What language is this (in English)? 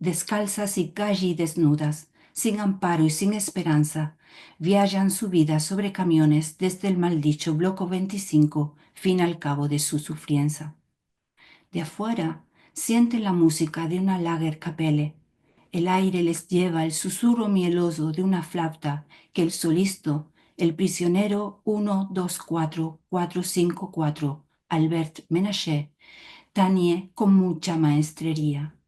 Ladino